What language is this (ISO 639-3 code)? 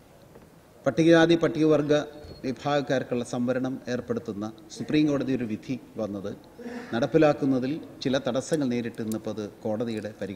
mal